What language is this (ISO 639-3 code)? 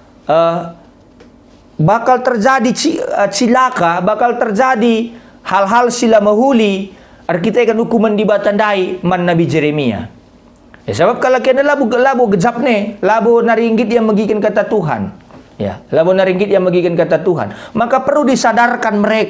btx